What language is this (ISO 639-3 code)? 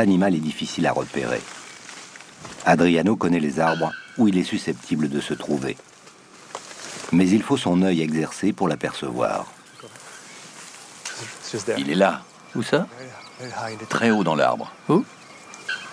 fra